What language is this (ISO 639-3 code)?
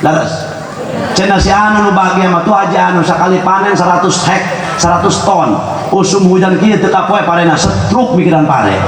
sun